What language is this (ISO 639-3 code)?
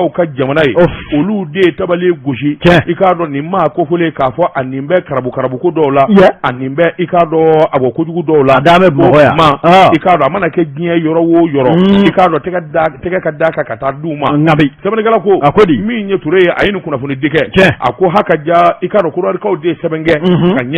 bam